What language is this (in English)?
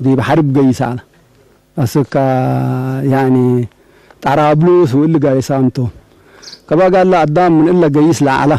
Tigre